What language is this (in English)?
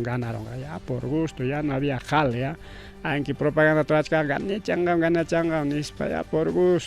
Ayacucho Quechua